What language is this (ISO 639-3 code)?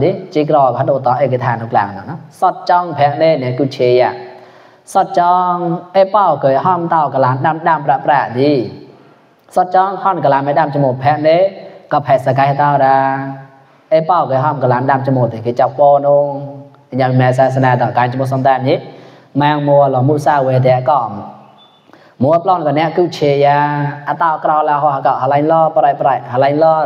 mnw